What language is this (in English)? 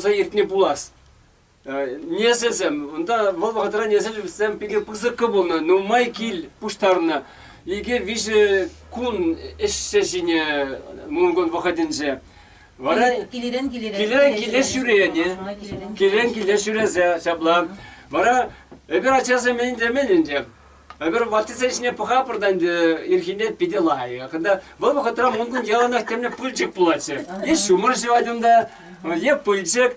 Chuvash